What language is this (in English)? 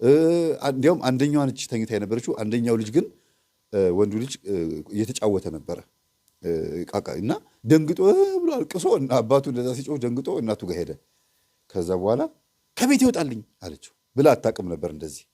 Amharic